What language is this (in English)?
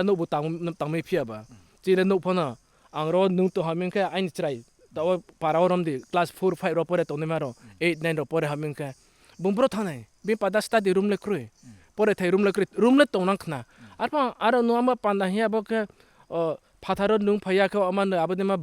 Riang (India)